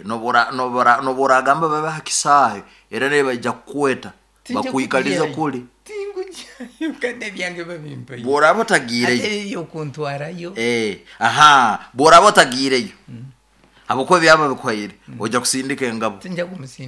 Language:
Nyoro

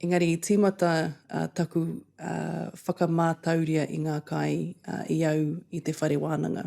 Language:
Māori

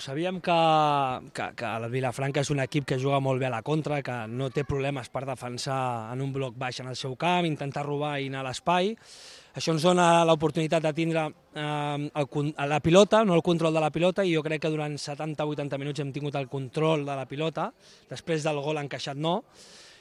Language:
Catalan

